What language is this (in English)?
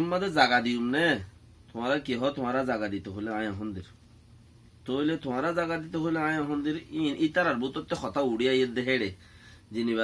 Rohingya